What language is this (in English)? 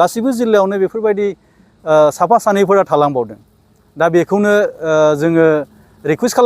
Bodo